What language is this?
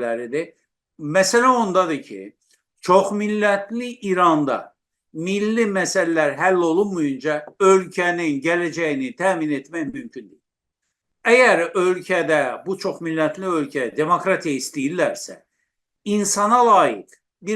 South Azerbaijani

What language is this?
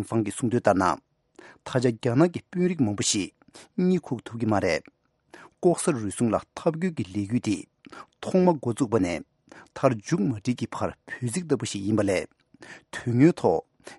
Tibetan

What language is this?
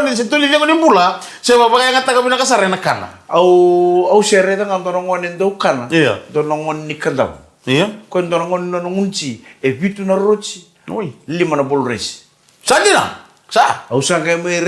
Fijian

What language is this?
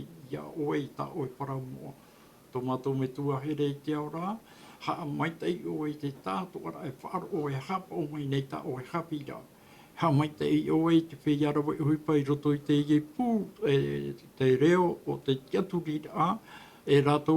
Tahitian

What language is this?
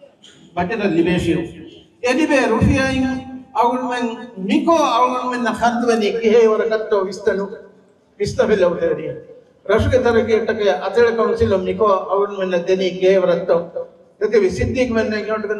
Divehi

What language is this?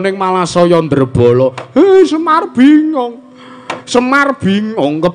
Javanese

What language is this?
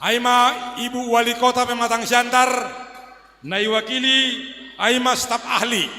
Batak Simalungun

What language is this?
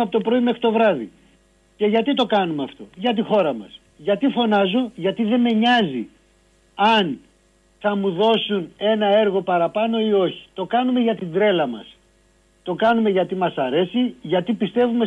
Greek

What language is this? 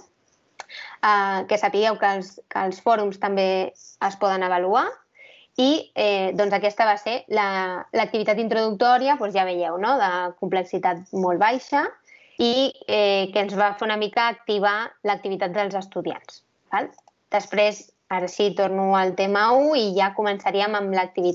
Catalan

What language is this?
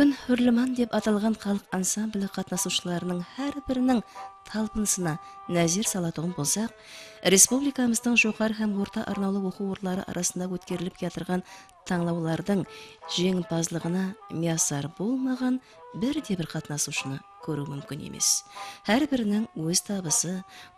Kara-Kalpak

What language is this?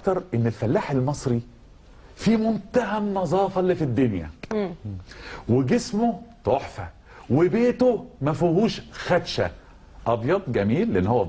Egyptian Arabic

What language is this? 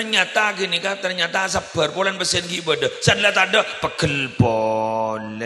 Madurese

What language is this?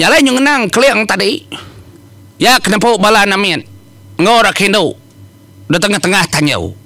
Iban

